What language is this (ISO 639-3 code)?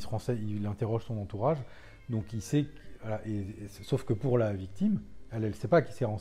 fra